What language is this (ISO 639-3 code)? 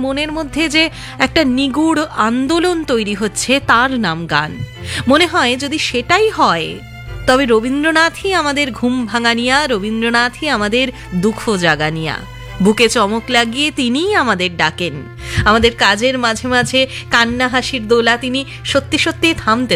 ben